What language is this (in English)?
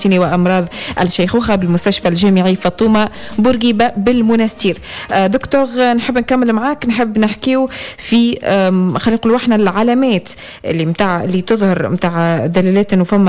Tunisian Arabic